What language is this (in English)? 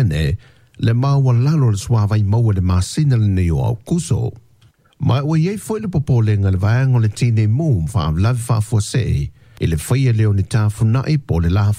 Samoan